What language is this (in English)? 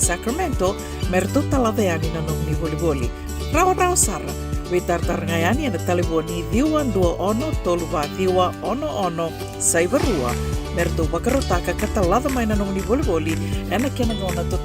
Fijian